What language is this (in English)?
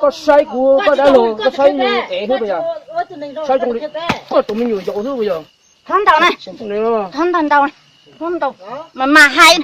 Hmong